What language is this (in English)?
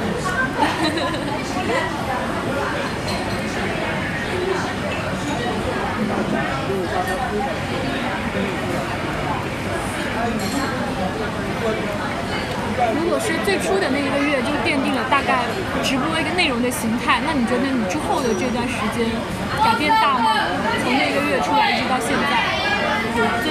Chinese